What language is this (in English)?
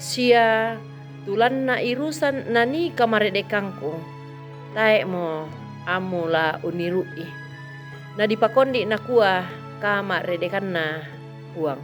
Toraja-Sa'dan